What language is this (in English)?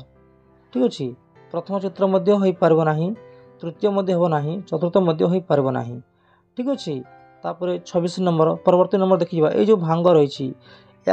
Odia